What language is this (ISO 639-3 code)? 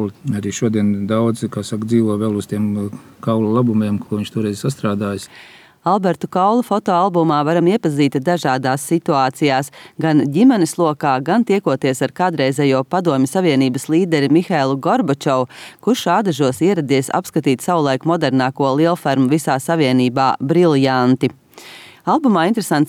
lav